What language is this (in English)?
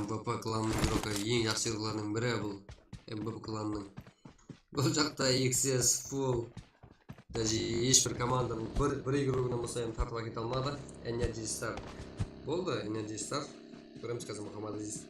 Kara-Kalpak